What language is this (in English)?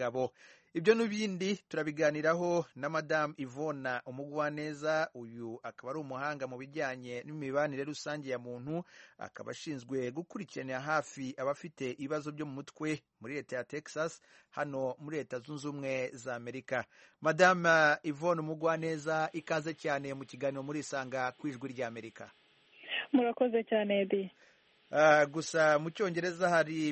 Kinyarwanda